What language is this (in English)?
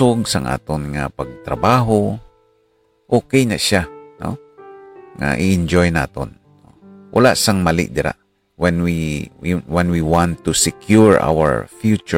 Hiligaynon